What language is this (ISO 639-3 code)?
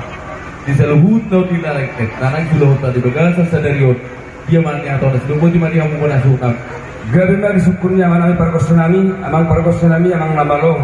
bbc